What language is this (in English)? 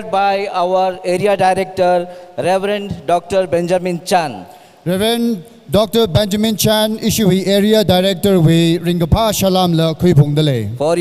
Tangkhul Naga (India)